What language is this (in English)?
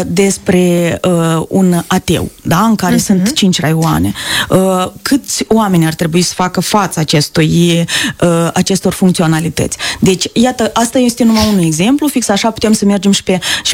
Romanian